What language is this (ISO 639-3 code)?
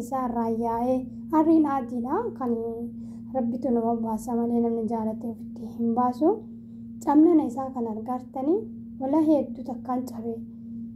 orm